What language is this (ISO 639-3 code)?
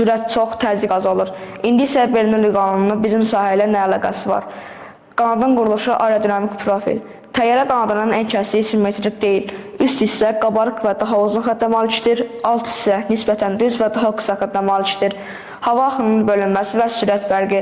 aze